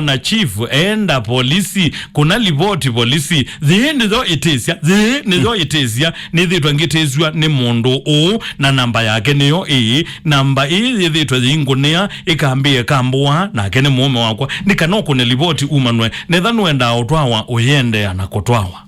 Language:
Kamba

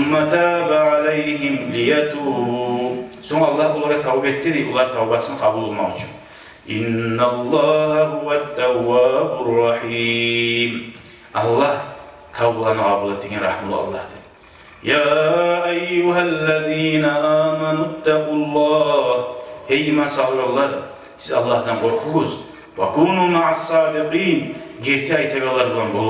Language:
Kumyk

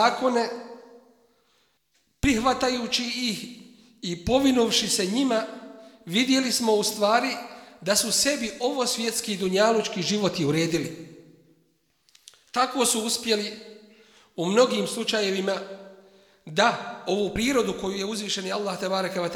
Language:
Bosnian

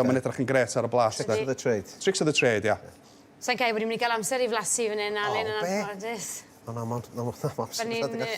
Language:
Welsh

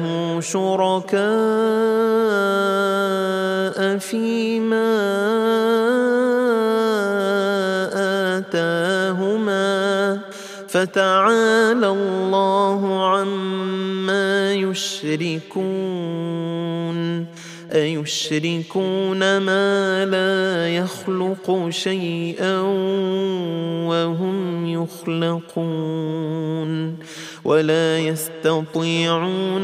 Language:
Arabic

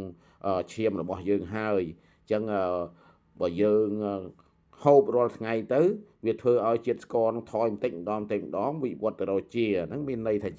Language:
Khmer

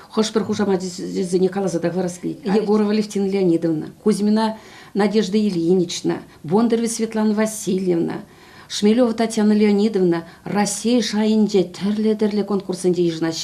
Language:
Chuvash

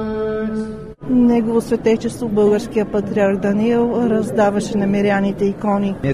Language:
Bulgarian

